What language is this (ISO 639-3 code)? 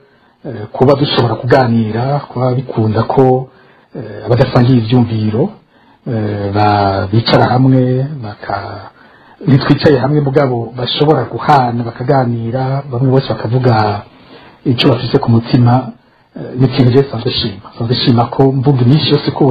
run